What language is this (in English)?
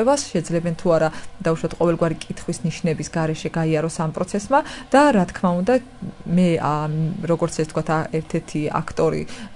Georgian